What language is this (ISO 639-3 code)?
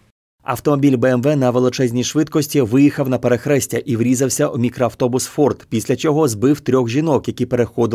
ukr